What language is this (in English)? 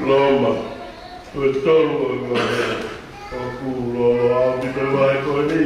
Tongan